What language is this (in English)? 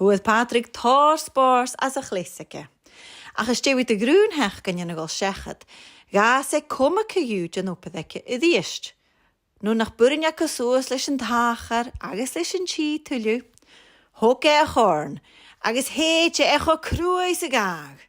Scottish Gaelic